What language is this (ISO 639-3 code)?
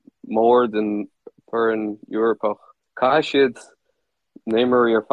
gle